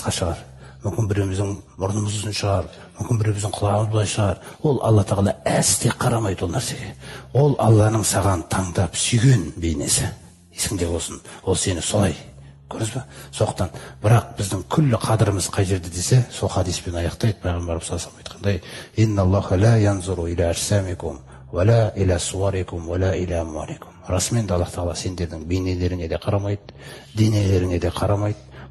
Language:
Kazakh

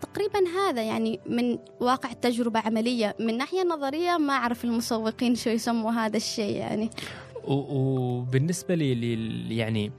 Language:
Gulf Arabic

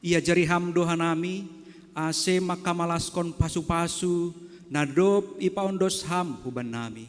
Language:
Batak Simalungun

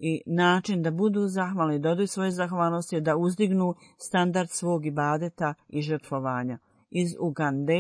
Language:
Bosnian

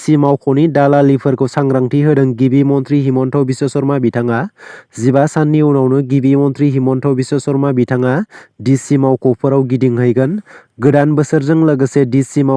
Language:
Bodo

